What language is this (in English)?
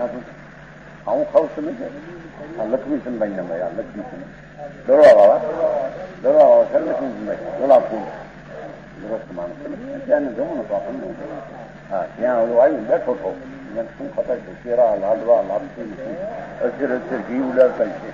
Gujarati